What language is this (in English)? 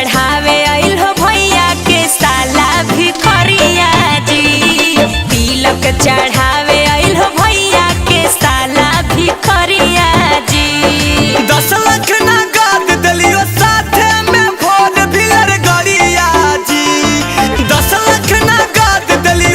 Magahi